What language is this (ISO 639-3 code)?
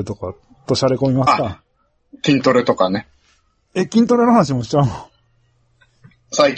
jpn